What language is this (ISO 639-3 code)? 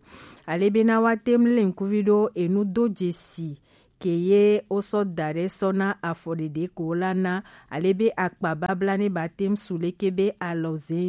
gej